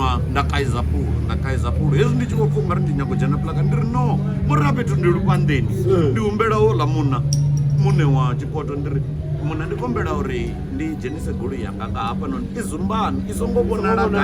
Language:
Venda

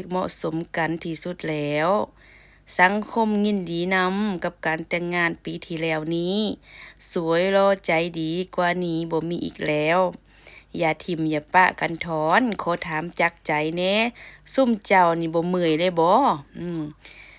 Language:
Lao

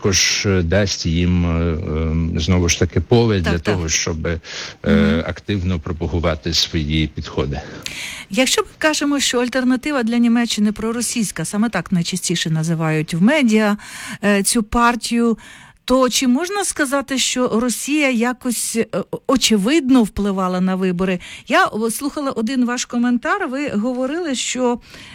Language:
Ukrainian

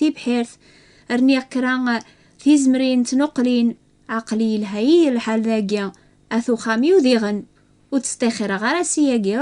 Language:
Kabyle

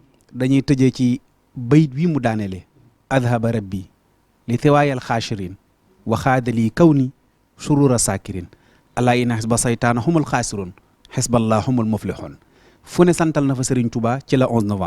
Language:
Wolof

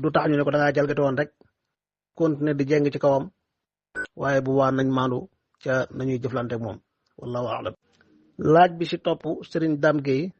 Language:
Wolof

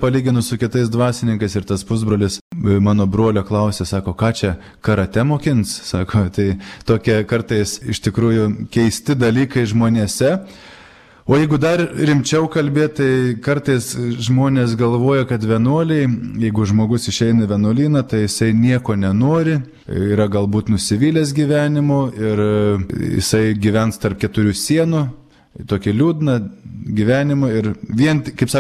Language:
Lithuanian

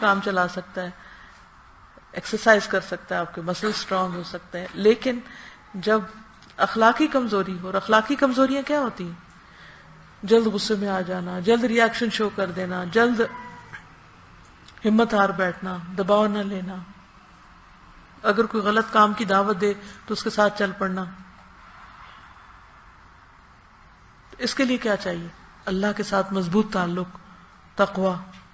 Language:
Urdu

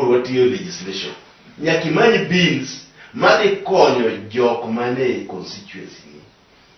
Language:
Luo (Kenya and Tanzania)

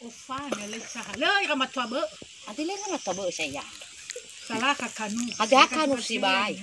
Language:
Nias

